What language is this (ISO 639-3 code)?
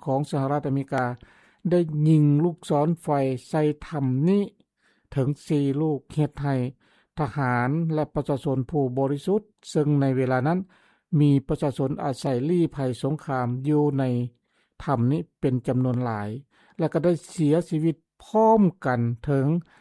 lao